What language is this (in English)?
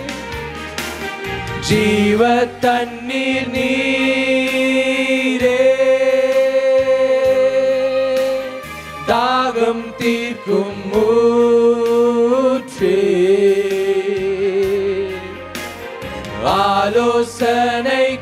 Tamil